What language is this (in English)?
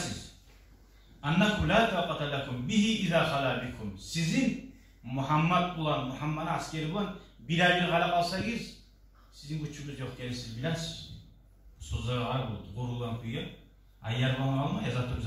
Kumyk